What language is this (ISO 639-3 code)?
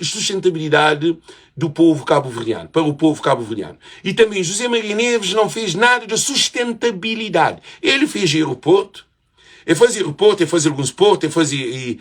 kea